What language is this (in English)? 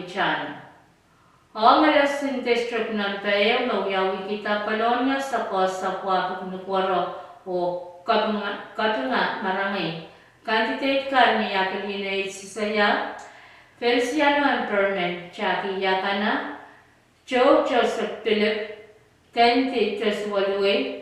Pohnpeian